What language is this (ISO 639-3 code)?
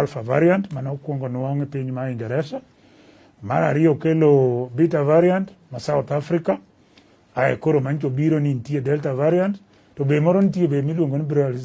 luo